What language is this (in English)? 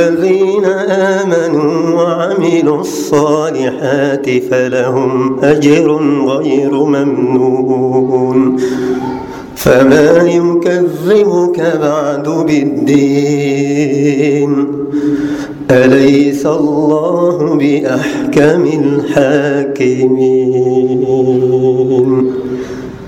Arabic